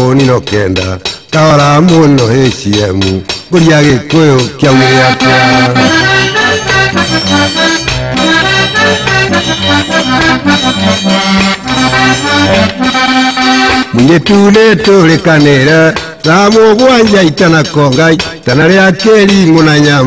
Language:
Kikuyu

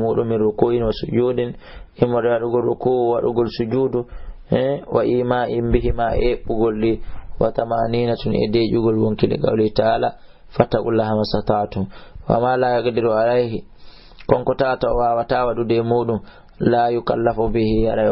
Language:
Fula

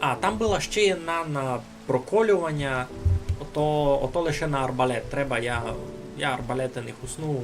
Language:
Rusyn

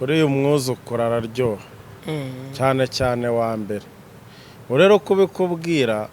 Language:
Kinyarwanda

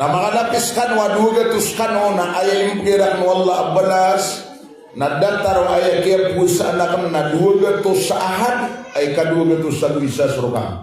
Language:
Maranao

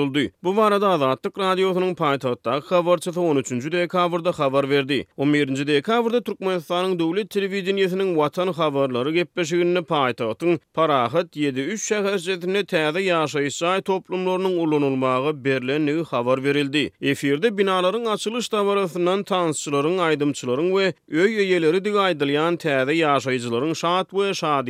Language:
Turkmen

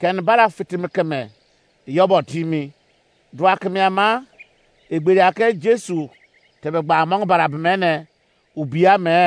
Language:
Izon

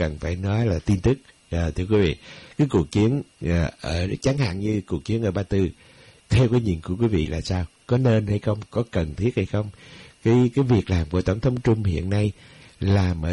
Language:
Vietnamese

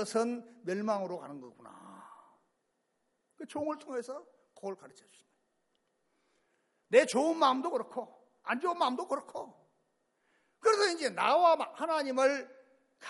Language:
Korean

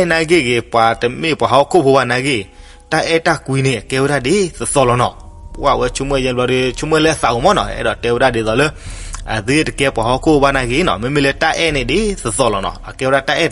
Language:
S'gaw Karen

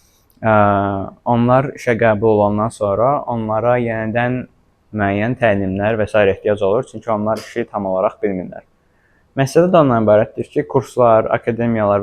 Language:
Azerbaijani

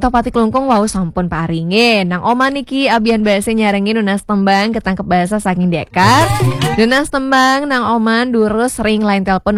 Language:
Balinese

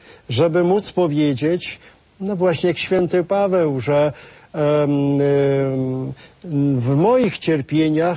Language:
Polish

